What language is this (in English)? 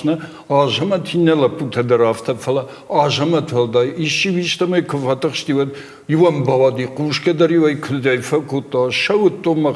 Ossetic